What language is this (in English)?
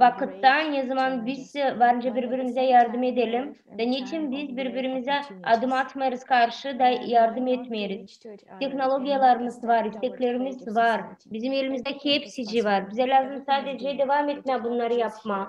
Gagauz